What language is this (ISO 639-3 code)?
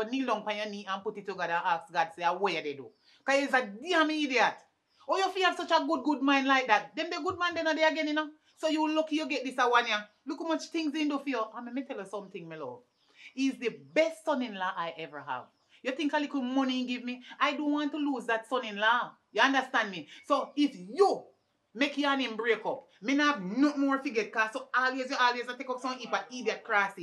jam